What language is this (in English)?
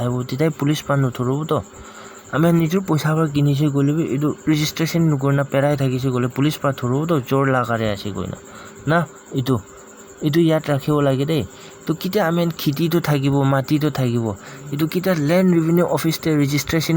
Naga Pidgin